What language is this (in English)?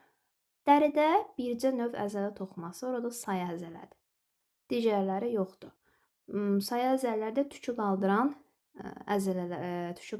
Azerbaijani